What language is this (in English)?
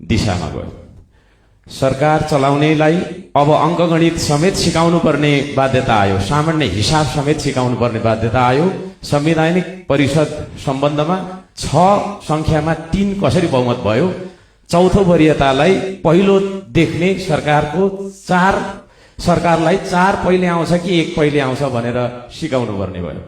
Nepali